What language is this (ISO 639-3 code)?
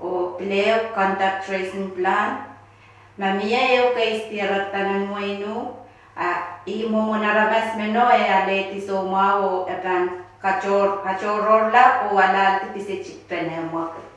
pon